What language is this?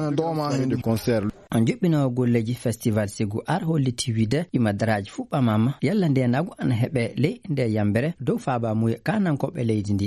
Fula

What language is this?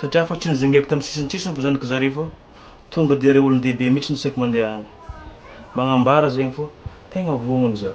Malagasy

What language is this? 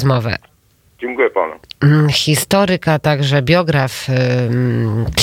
Polish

